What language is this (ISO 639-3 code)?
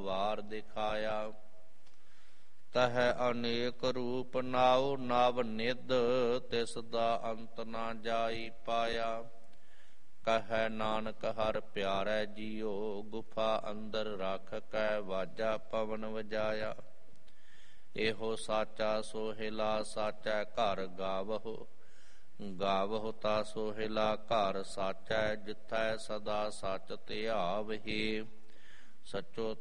pan